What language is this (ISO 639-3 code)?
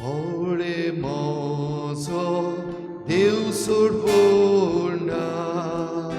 kok